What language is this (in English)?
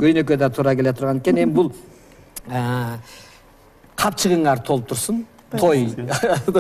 Kyrgyz